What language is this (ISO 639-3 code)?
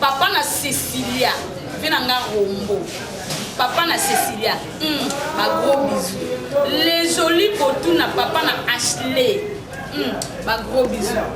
lin